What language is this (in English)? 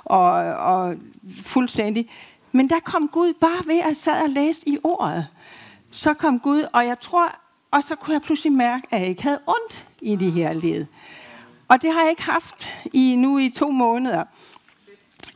Danish